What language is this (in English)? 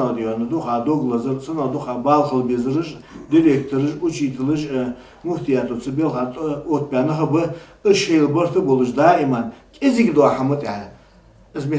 Ingush